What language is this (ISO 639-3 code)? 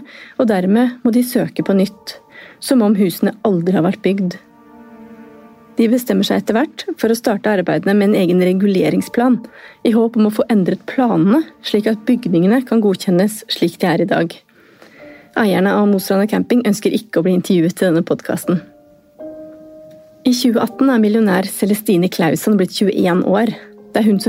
nor